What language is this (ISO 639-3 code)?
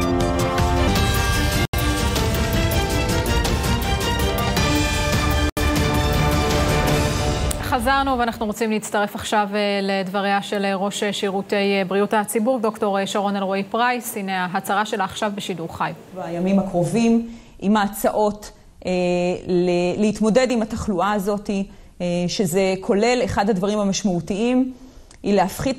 heb